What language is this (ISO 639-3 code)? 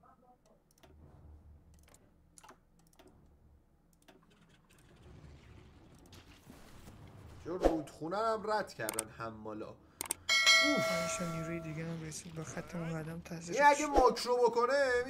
fas